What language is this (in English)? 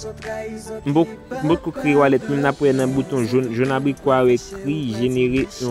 Haitian Creole